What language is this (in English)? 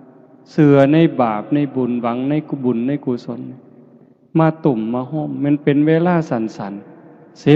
Northeastern Thai